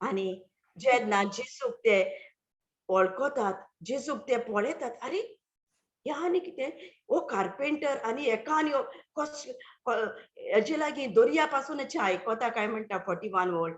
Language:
Konkani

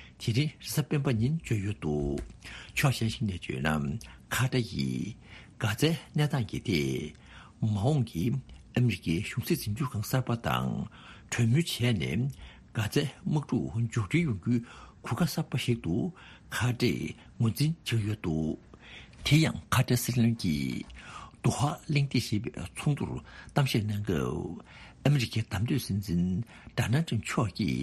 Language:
Tibetan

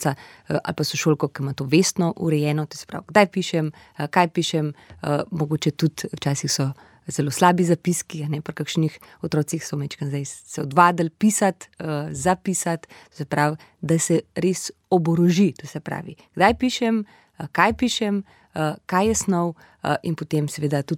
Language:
Slovenian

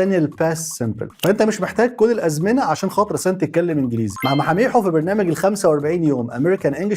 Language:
Egyptian Arabic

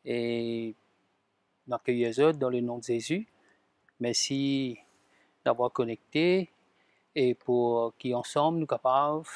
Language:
Morisyen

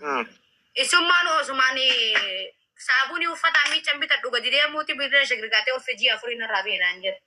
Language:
Oromo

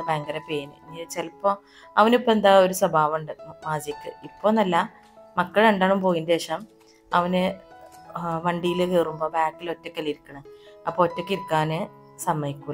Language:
Malayalam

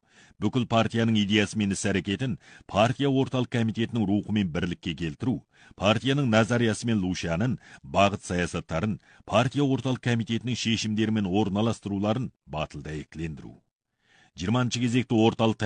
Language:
Kazakh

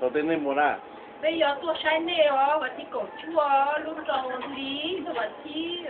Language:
Hmong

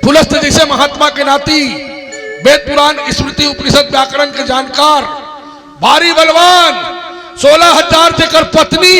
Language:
Chhattisgarhi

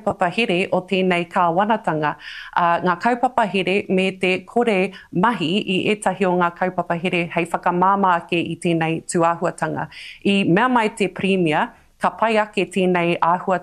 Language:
Māori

